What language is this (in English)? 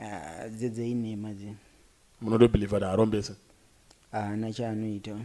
Shona